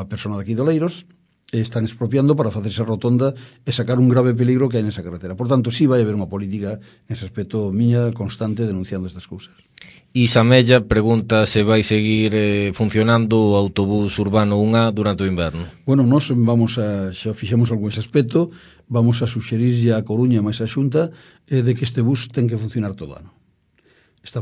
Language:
Galician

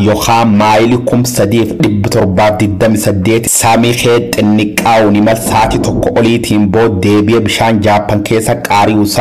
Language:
Oromo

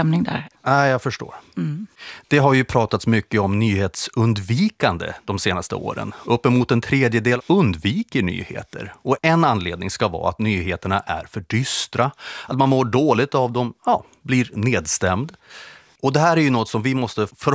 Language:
Swedish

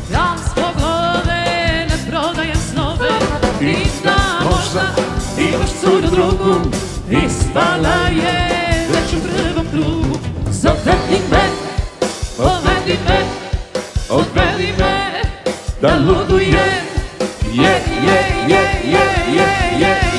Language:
Croatian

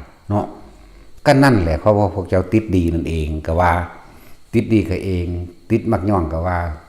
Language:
Northeastern Thai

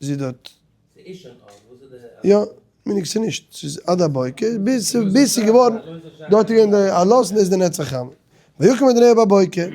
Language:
Yiddish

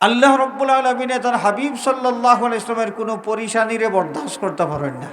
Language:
Sylheti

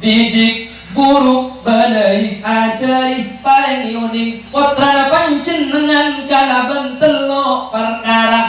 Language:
Madurese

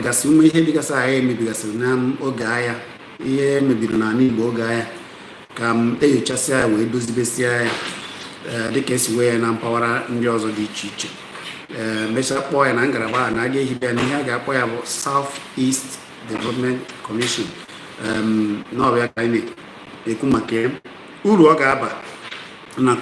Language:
Igbo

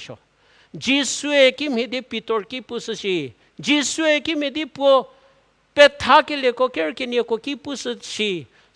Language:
Angami Naga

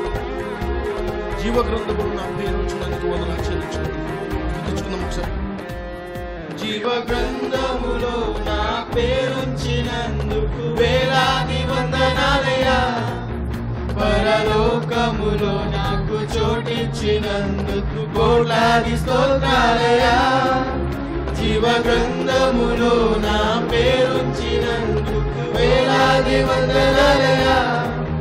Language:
Telugu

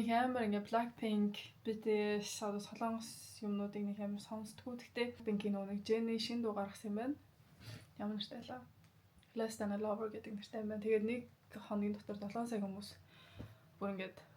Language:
Mongolian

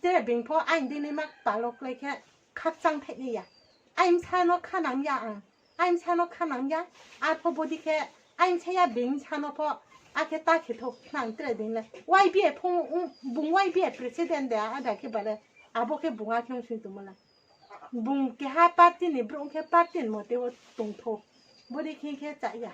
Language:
Riang (India)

